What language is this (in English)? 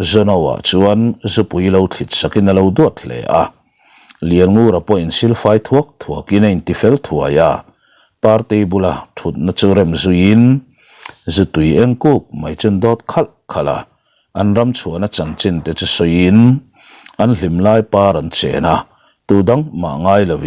Mizo